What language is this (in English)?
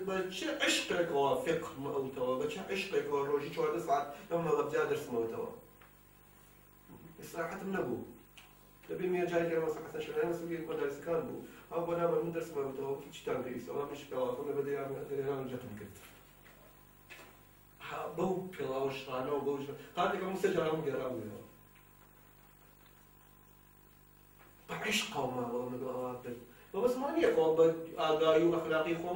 Central Kurdish